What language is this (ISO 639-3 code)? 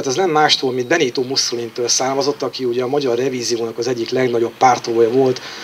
hun